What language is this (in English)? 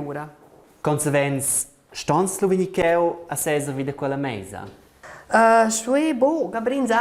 Romansh